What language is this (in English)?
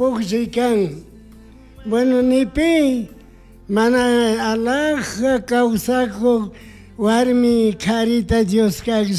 Chimborazo Highland Quichua